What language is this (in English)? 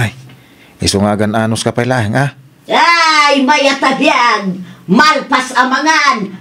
Iloko